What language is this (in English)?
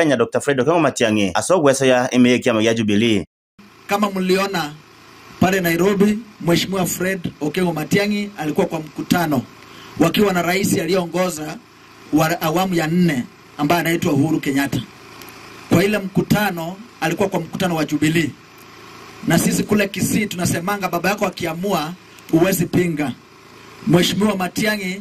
Gusii